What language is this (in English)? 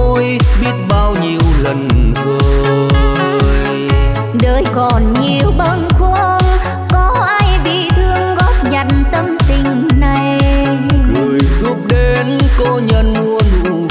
Vietnamese